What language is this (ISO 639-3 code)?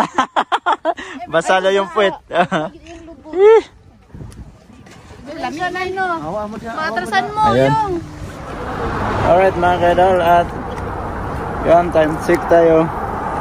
fil